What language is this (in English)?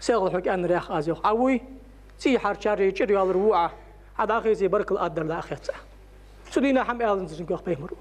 Ingush